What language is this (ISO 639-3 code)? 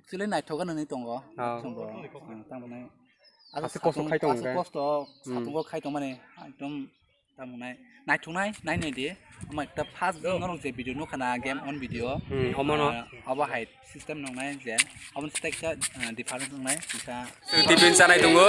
trp